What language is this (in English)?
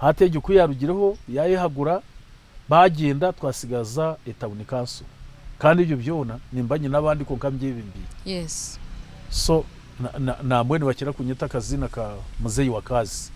Nyankole